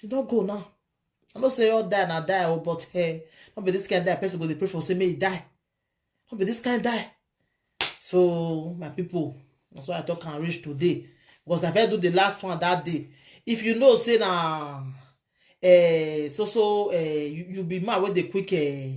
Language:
Nigerian Pidgin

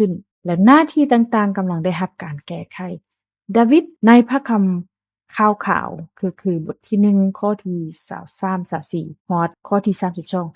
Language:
Lao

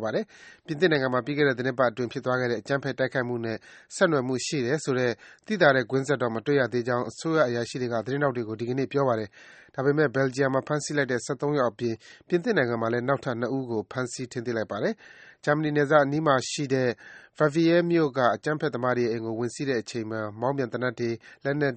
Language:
Burmese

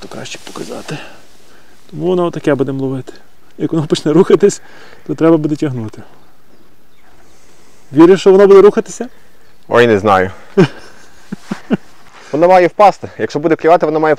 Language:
Ukrainian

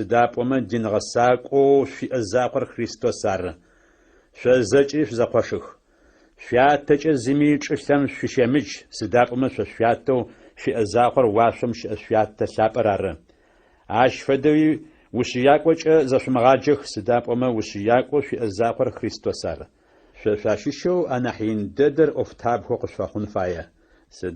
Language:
Adyghe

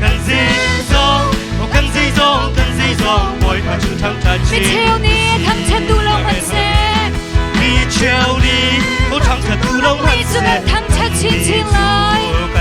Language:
Hakha Chin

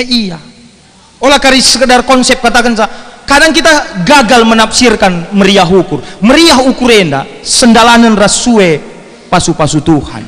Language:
Batak Karo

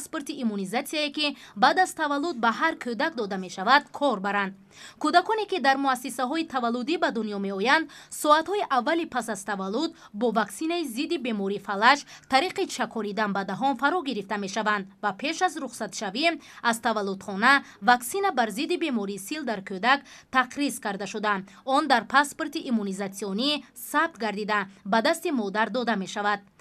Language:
Tajik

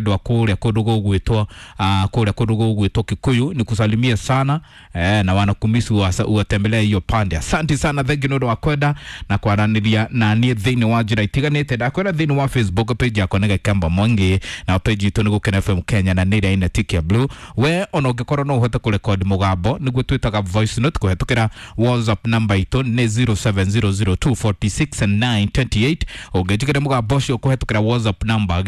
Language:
Kikuyu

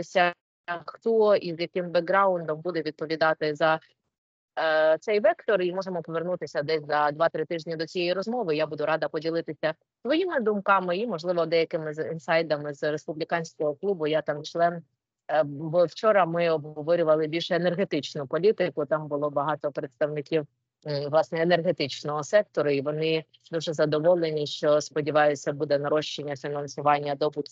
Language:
Ukrainian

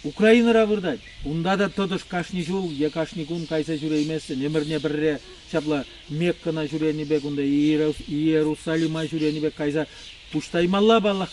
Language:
Chuvash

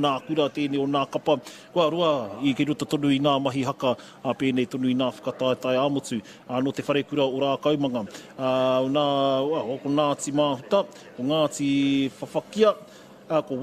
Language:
Māori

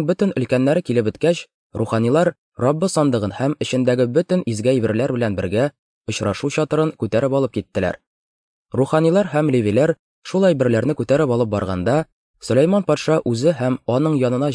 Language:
Tatar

